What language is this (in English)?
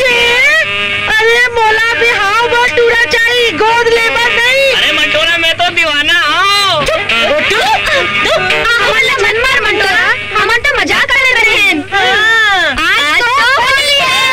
Chhattisgarhi